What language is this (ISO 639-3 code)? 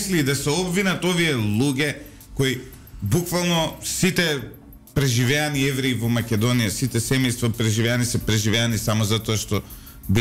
mkd